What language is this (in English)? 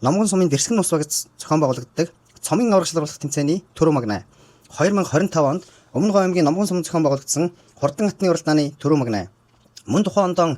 Mongolian